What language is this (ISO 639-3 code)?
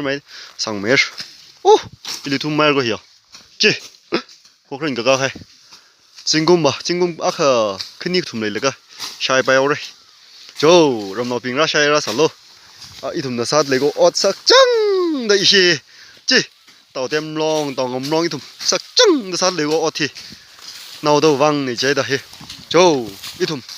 nmf